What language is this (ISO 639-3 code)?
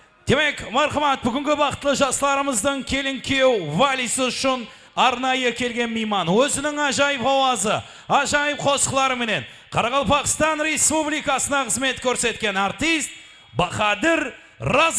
kaa